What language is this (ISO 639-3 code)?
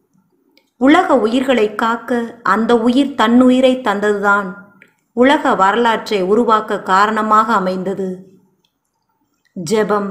tam